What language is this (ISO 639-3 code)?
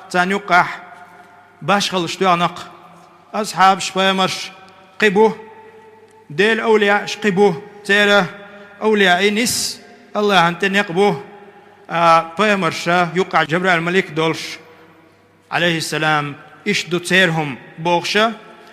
che